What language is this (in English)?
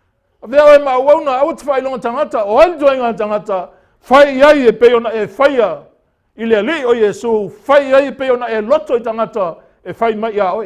Samoan